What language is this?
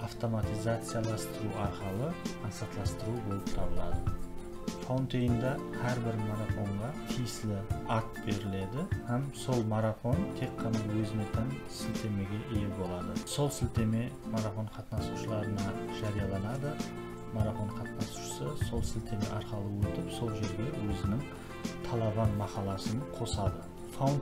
Kara-Kalpak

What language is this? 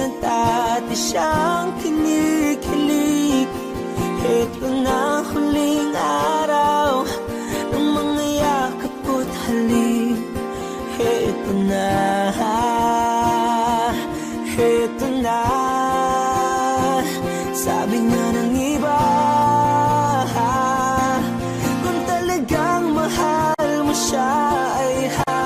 Filipino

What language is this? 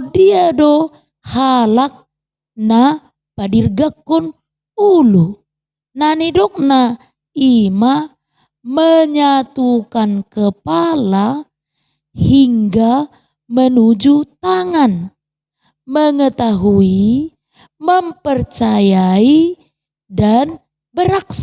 Batak Toba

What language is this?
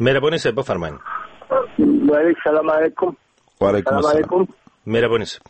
Persian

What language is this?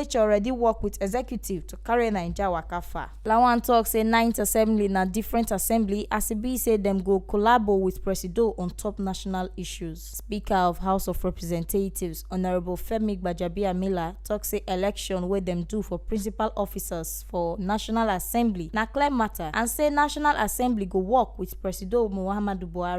Nigerian Pidgin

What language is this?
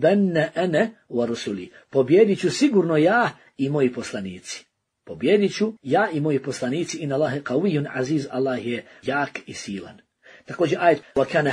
Bosnian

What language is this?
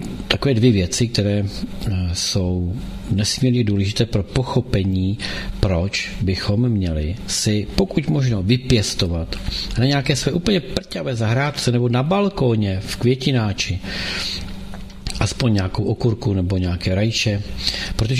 Czech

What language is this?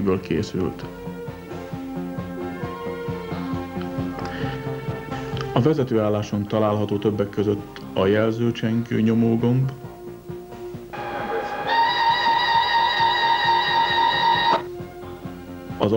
Hungarian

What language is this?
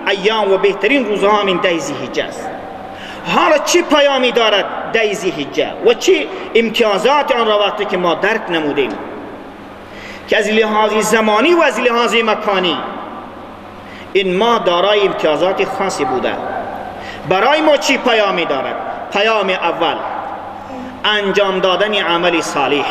Persian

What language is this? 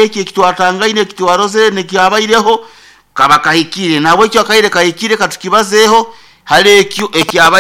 Nyoro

